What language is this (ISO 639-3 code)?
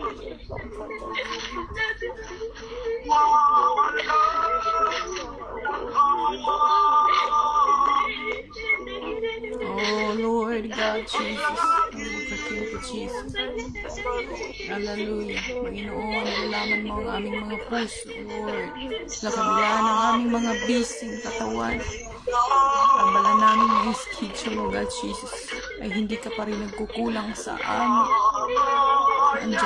fil